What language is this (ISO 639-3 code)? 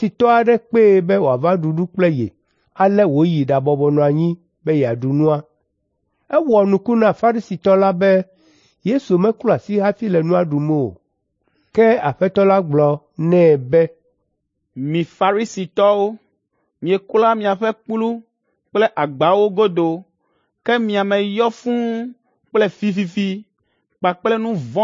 ewe